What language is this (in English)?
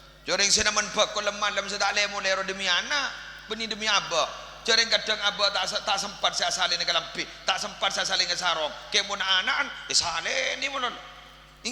Madurese